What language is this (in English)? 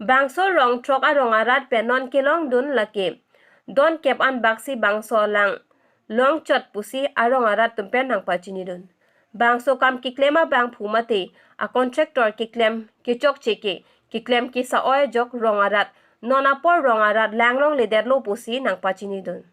Karbi